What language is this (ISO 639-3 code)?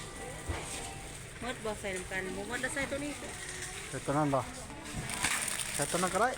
lao